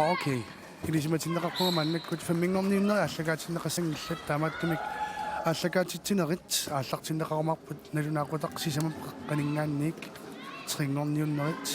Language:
Kalaallisut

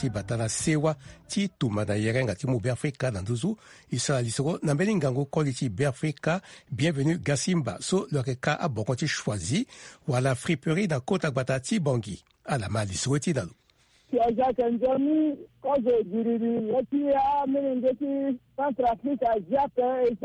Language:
Sango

